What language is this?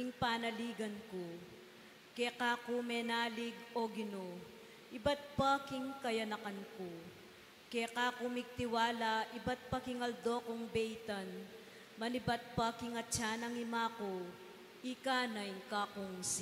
Pampanga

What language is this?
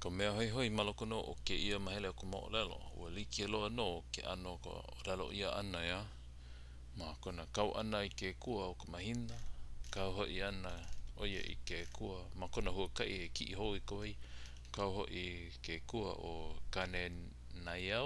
Hawaiian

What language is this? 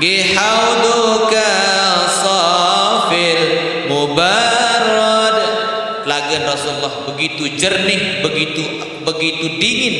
Sasak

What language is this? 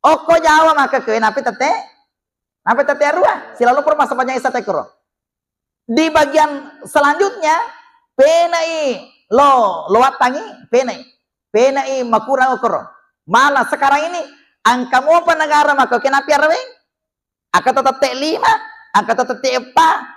Buginese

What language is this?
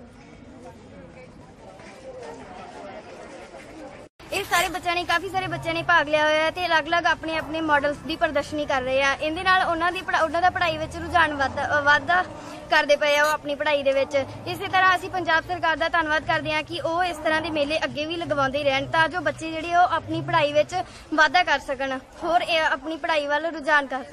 Punjabi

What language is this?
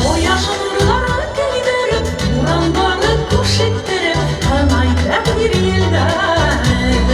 Bashkir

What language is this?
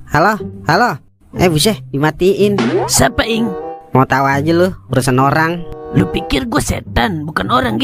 Betawi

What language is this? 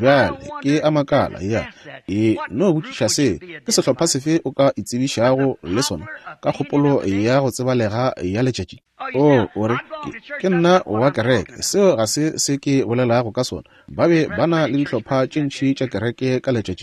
Northern Sotho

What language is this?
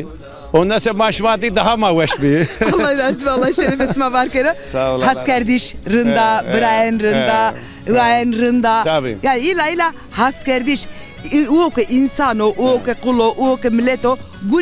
Zaza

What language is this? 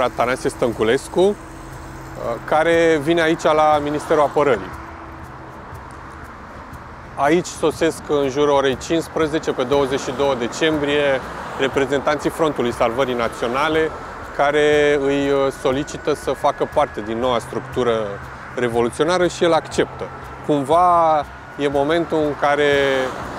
Romanian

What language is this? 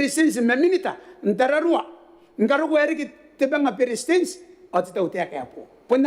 Gilbertese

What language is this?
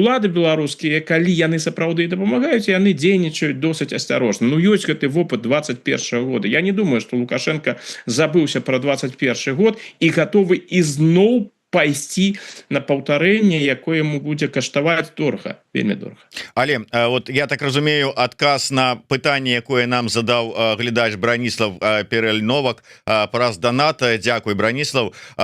Belarusian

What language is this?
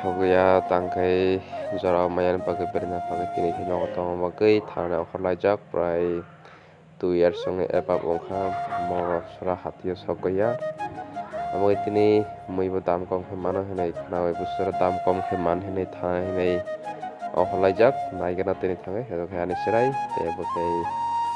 Kok Borok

